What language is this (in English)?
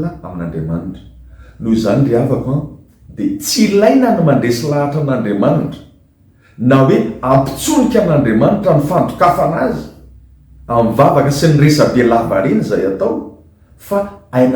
Malagasy